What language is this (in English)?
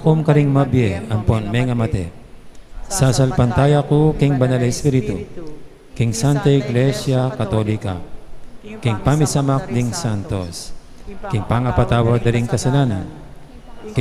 Pampanga